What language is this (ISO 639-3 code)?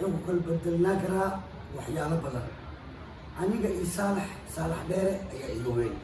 som